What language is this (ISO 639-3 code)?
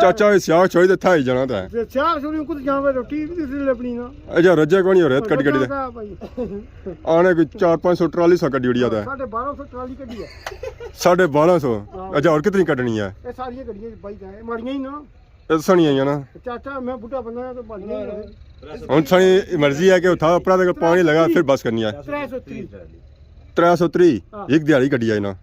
phr